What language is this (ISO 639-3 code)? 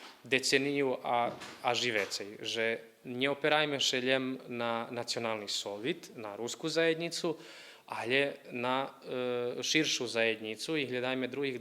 rue